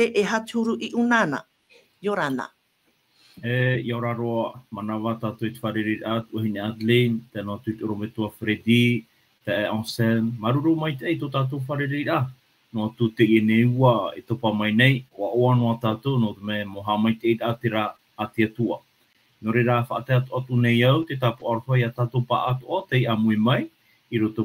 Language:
Tahitian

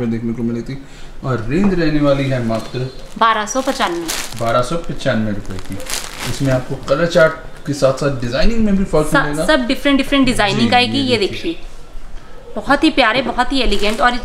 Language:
Hindi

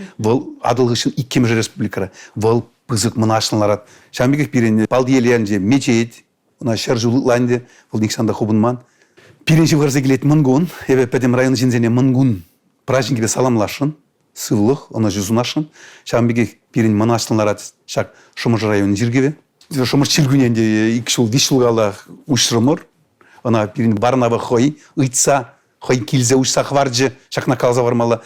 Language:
Chuvash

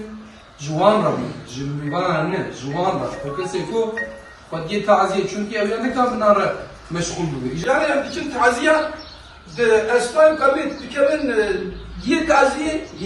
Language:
Kurdish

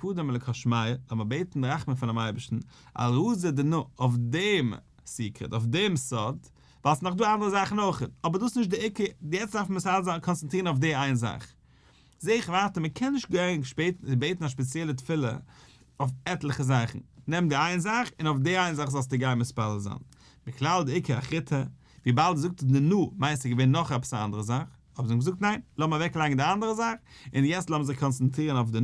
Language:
Yiddish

